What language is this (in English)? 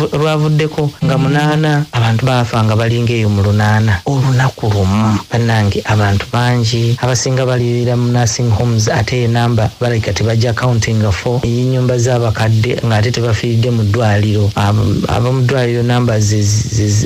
Ganda